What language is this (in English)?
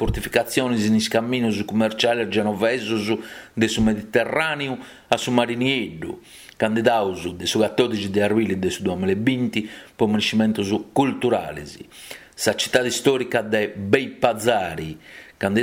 Sardinian